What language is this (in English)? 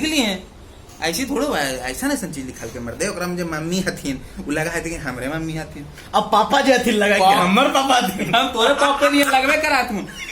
Magahi